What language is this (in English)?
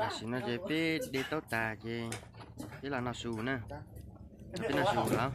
Hmong